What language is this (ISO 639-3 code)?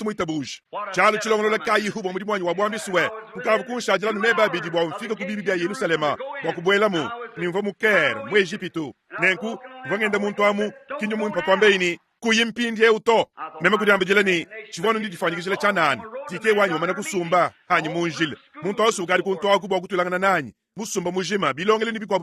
lua